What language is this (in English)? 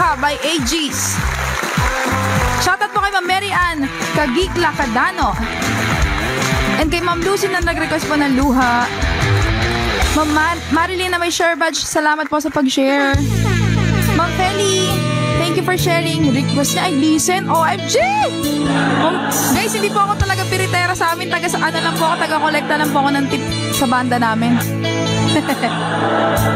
Filipino